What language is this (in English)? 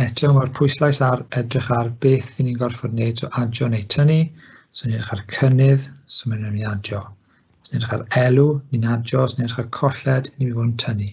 Welsh